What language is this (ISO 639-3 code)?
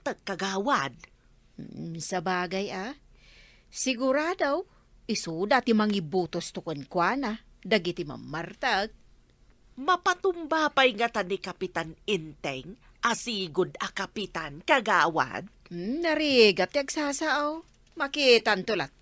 ilo